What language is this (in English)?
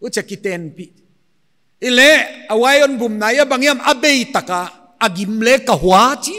Paite Chin